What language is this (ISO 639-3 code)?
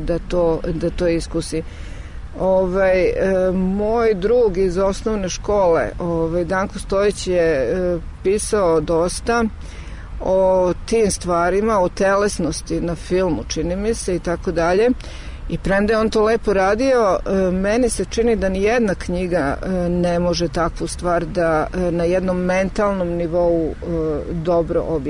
srp